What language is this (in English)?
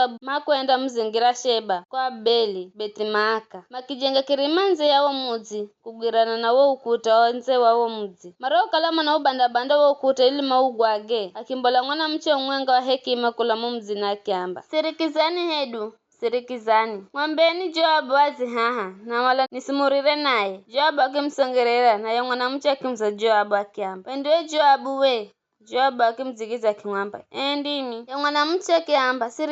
Giryama